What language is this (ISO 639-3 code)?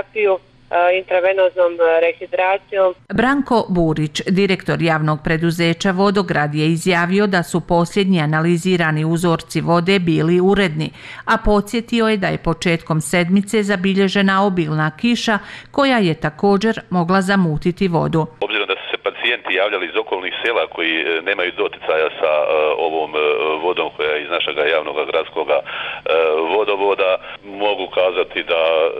bos